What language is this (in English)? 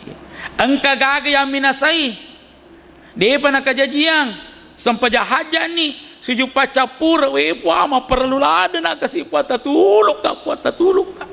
Buginese